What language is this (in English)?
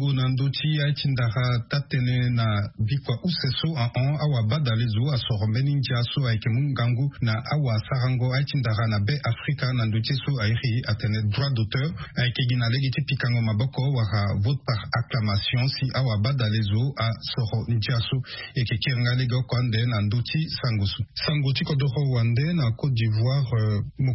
Sango